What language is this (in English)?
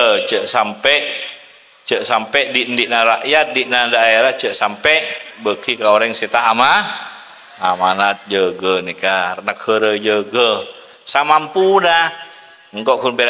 Madurese